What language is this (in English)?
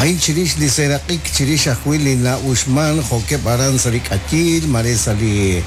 Kekchí